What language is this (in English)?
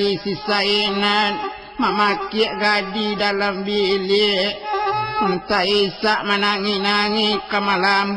Minangkabau